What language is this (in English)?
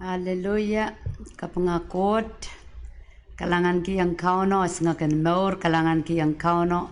Pohnpeian